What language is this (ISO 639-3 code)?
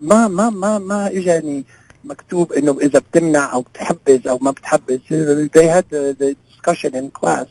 apc